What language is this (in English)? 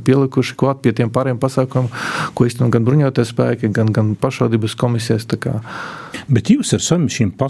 Latvian